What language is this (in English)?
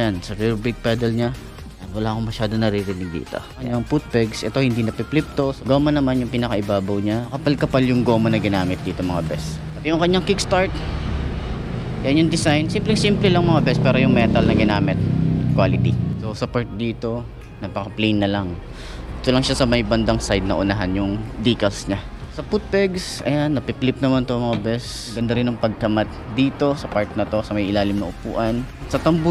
Filipino